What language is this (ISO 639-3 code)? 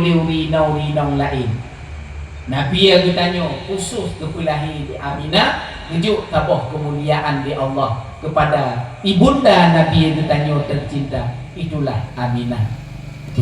ace